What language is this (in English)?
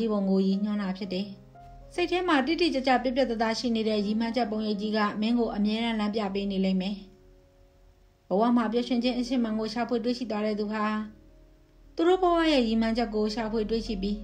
Burmese